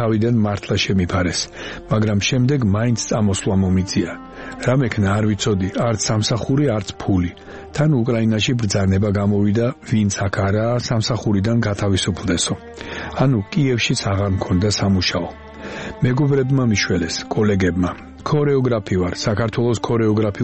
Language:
Georgian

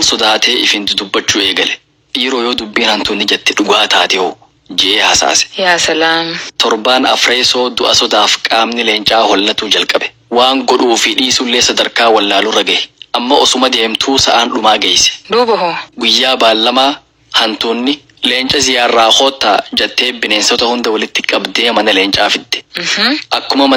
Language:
Oromo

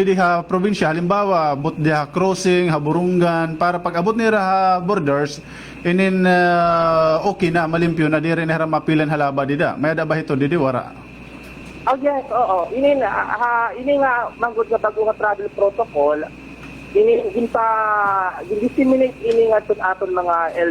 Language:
Waray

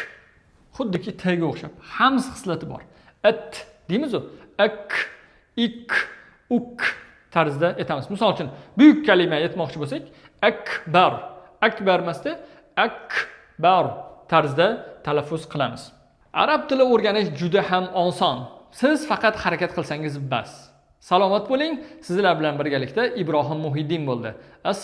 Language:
Uzbek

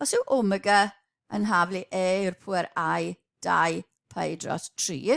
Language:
Welsh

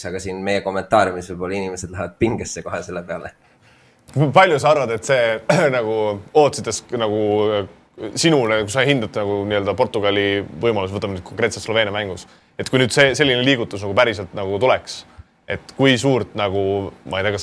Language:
Estonian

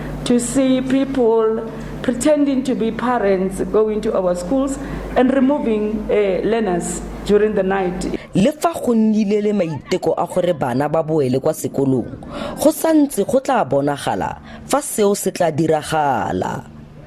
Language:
Tswana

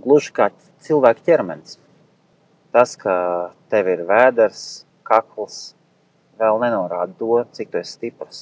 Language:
Latvian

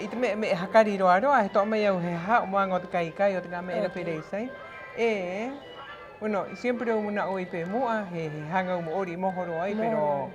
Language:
Rapanui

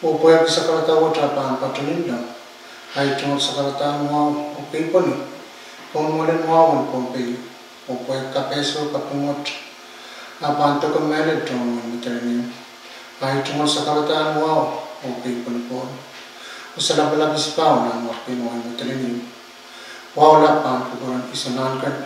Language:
Pohnpeian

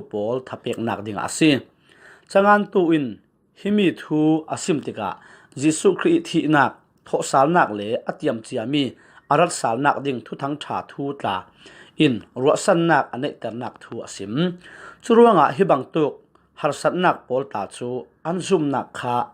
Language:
Falam Chin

